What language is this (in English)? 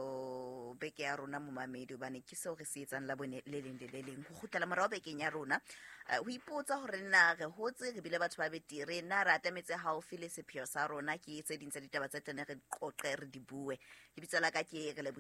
Southern Sotho